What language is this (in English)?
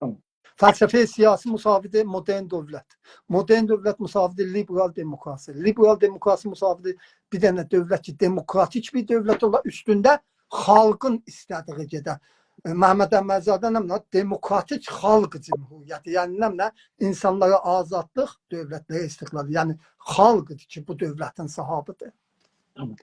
South Azerbaijani